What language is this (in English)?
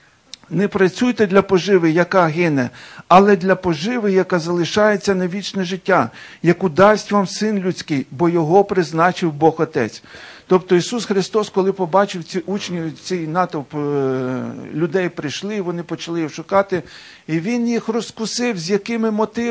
Ukrainian